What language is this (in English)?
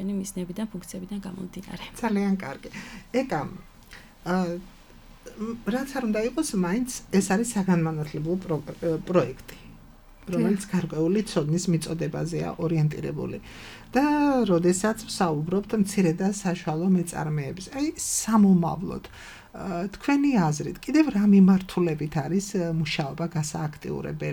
Georgian